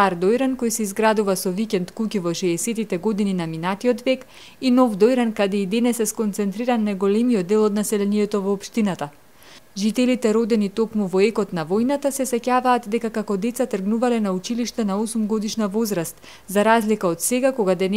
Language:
Macedonian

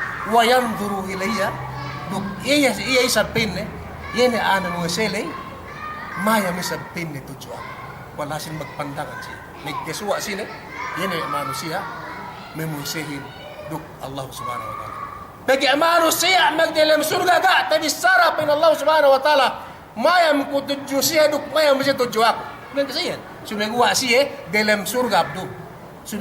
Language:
Yakan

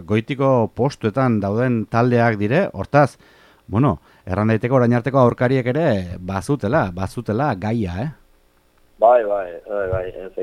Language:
Basque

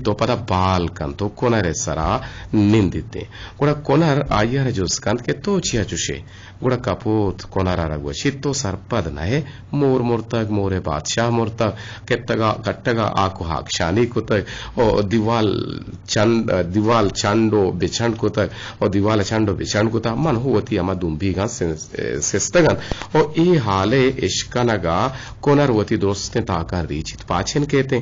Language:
Eastern Balochi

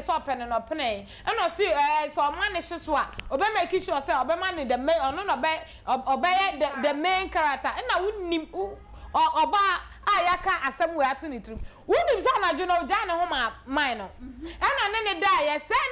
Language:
Akan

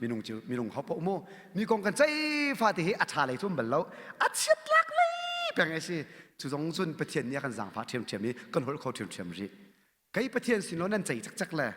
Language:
Hakha Chin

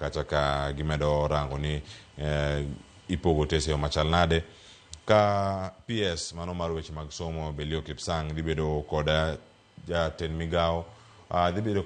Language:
Luo (Kenya and Tanzania)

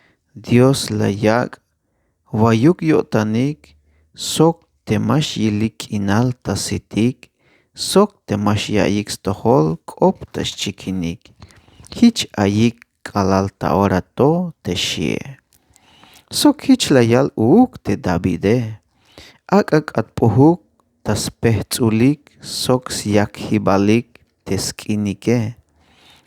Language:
Tzeltal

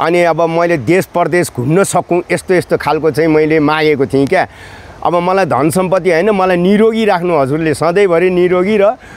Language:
Nepali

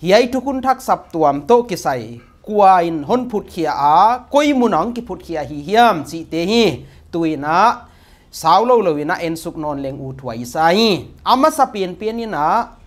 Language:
Paite Chin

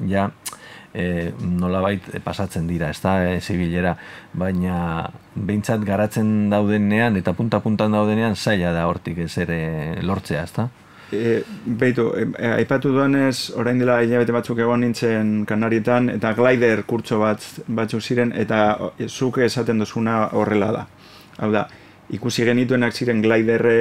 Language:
Basque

